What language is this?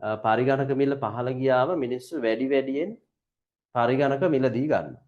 Sinhala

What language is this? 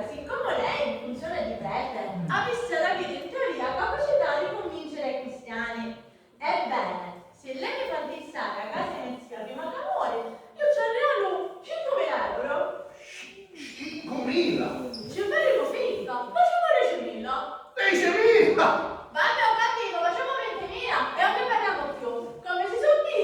Sicilian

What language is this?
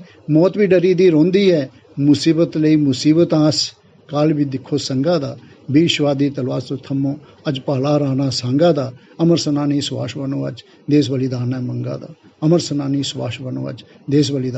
Dogri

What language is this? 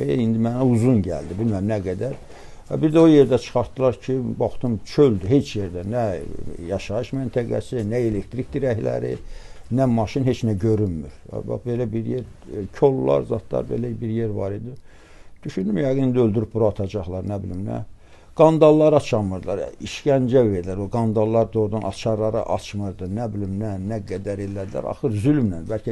Azerbaijani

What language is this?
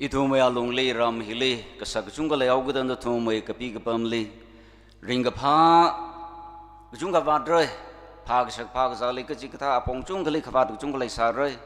Tangkhul Naga (India)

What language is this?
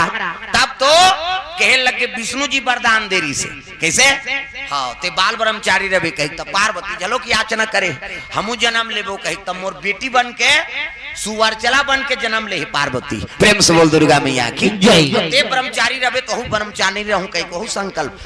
Chhattisgarhi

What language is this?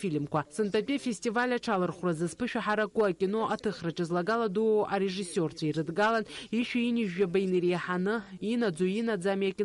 Abkhazian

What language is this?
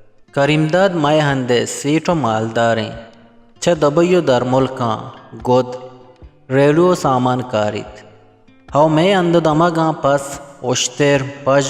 Eastern Balochi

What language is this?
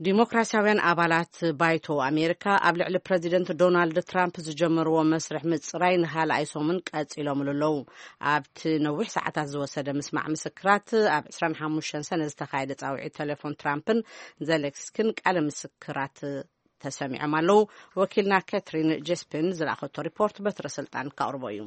Tigrinya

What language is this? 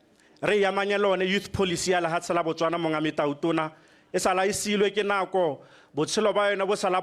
Tswana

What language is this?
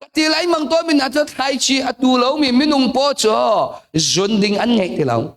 Hakha Chin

